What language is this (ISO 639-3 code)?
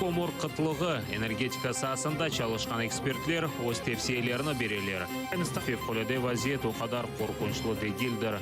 crh